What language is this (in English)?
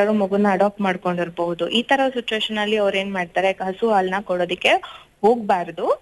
Kannada